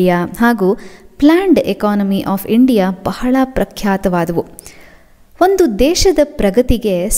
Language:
Kannada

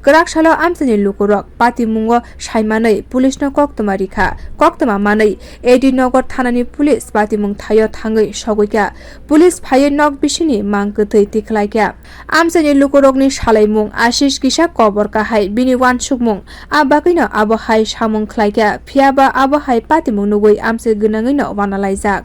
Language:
Kok Borok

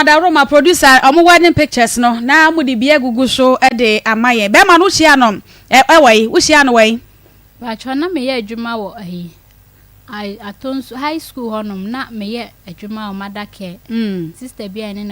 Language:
Akan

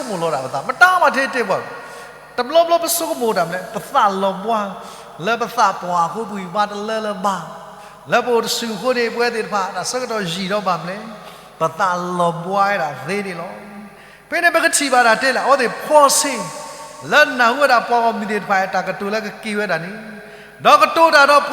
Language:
S'gaw Karen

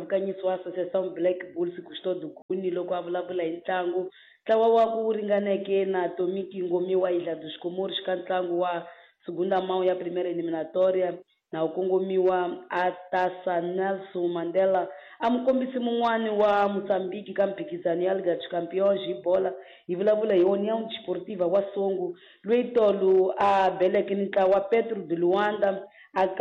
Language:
Tsonga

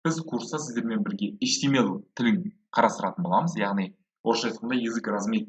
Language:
Kazakh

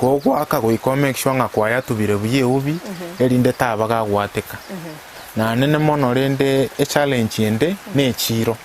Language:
Gusii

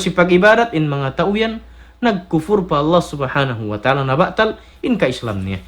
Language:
Tausug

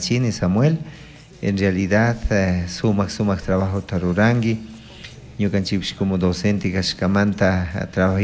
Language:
Chimborazo Highland Quichua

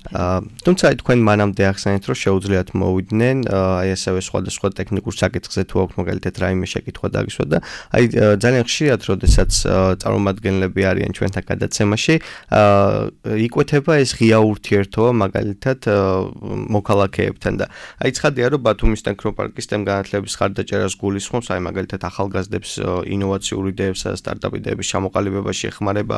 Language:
Georgian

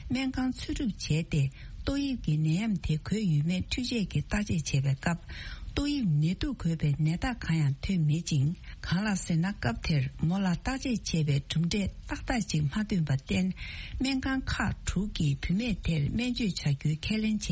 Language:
Tibetan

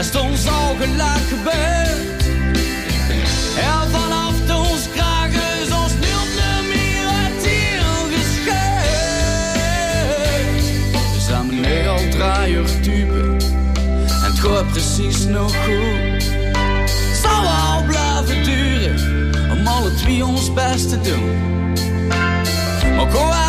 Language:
Dutch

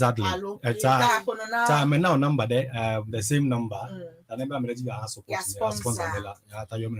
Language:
Ewe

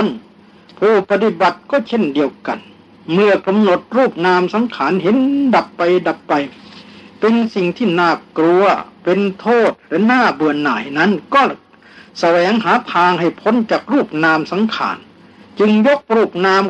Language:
Thai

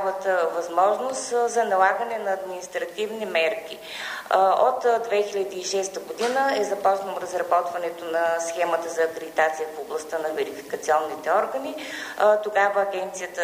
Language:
Bulgarian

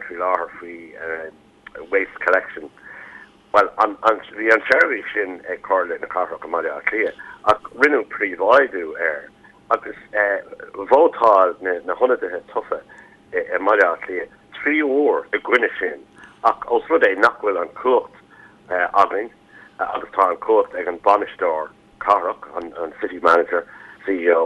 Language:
Irish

